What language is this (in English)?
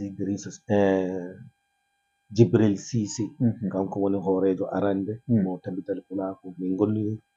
Fula